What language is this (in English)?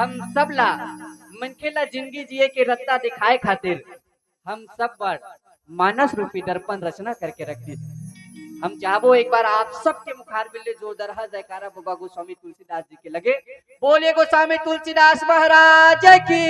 Chhattisgarhi